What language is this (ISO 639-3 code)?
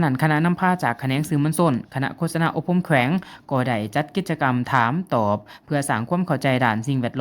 lao